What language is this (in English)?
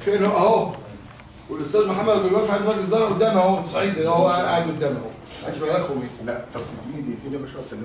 Egyptian Arabic